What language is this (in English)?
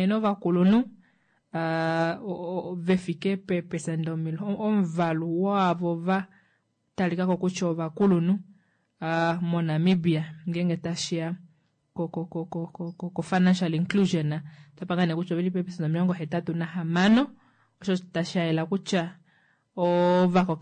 Kuanyama